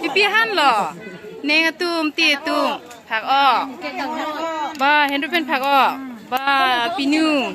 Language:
Karbi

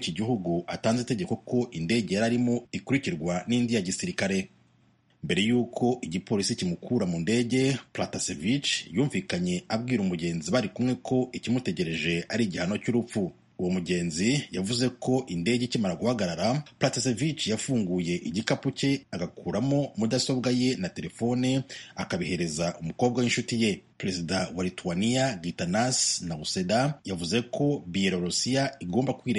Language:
Kinyarwanda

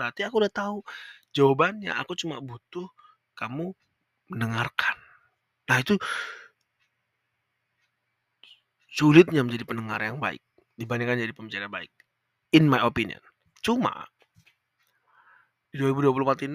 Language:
Indonesian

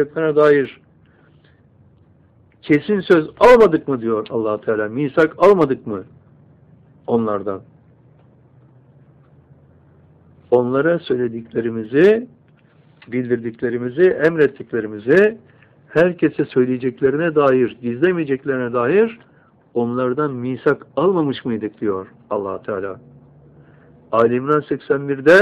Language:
Turkish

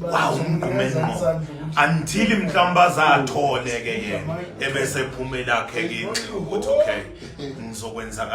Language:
Zulu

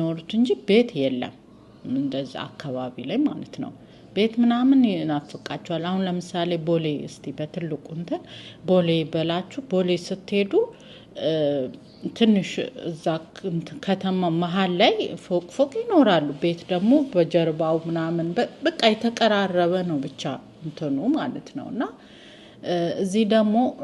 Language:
Amharic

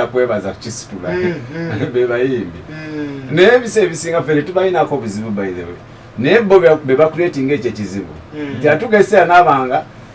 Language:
Ganda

